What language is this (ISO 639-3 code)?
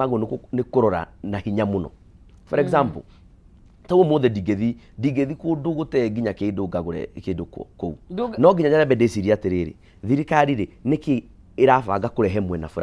kik